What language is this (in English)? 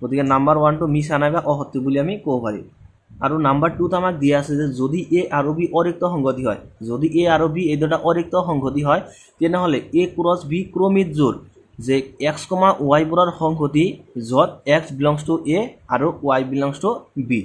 Assamese